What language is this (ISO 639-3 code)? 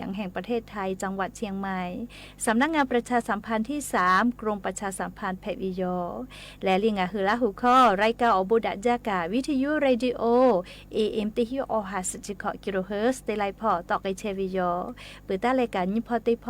lhu